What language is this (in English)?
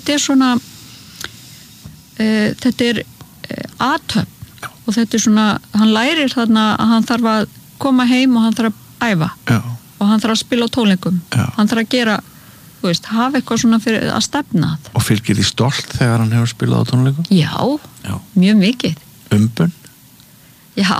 Icelandic